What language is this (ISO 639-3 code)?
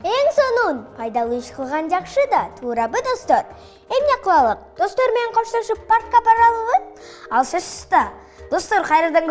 kir